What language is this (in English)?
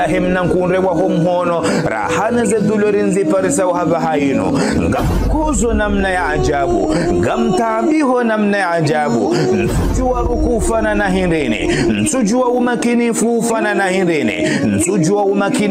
Ngazidja Comorian